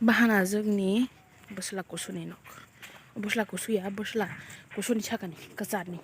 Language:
Kok Borok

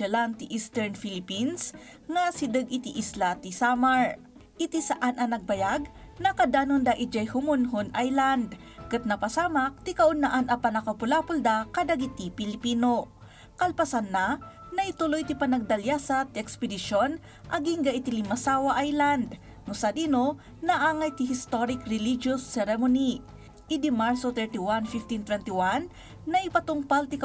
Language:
Iloko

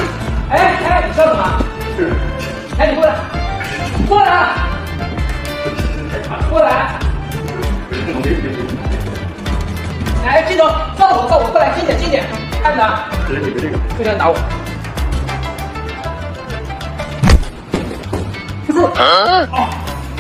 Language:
Chinese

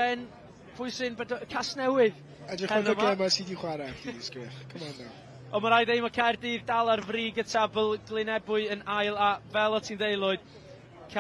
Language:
Welsh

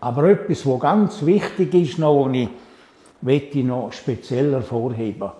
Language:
Swiss German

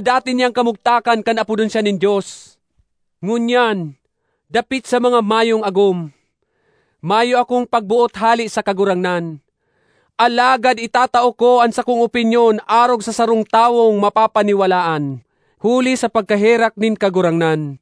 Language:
Bikol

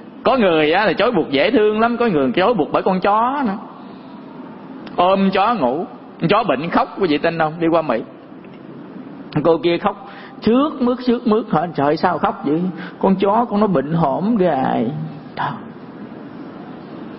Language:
Vietnamese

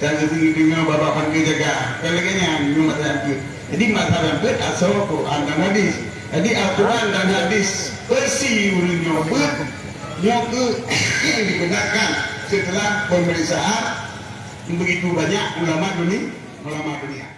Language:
Achinese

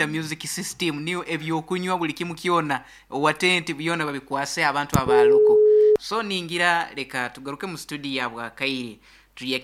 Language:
Nyoro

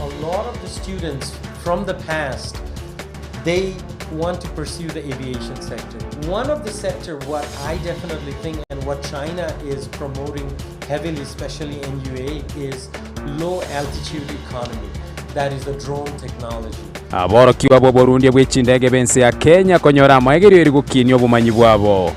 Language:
Gusii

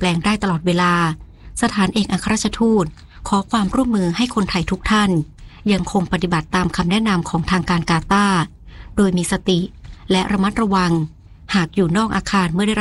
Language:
Thai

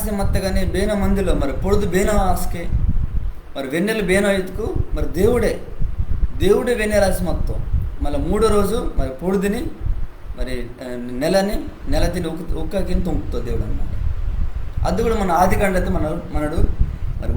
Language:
Koya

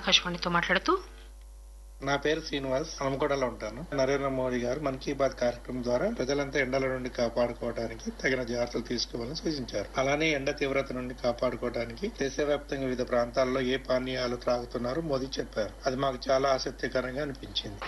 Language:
Telugu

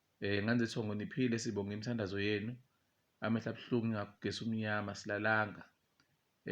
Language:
Zulu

